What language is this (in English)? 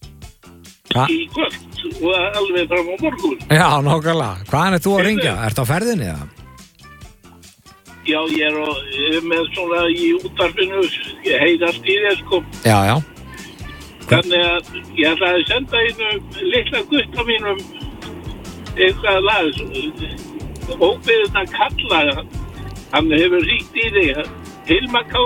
Icelandic